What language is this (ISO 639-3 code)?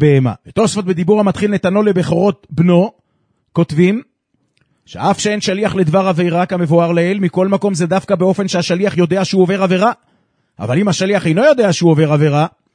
heb